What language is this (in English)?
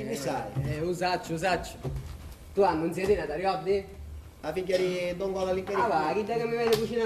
Sicilian